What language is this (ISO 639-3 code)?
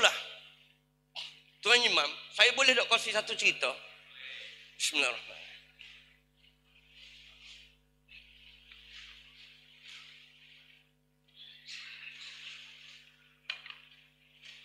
msa